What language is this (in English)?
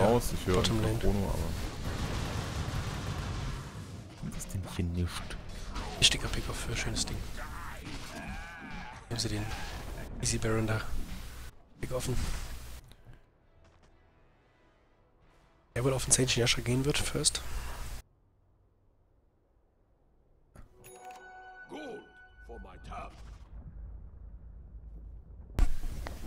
German